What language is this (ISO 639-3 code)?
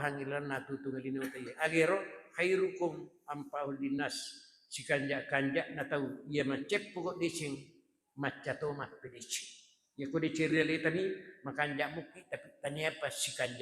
bug